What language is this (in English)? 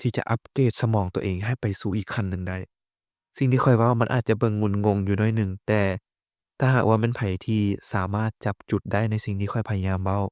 Lao